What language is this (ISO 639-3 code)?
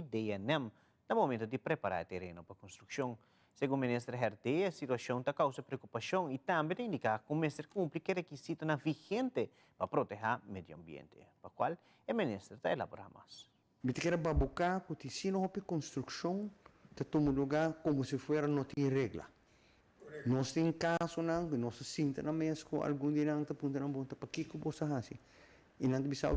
pap